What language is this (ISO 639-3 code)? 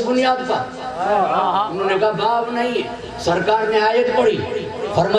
urd